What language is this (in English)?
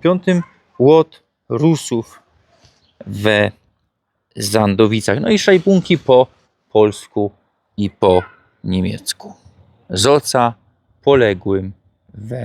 Silesian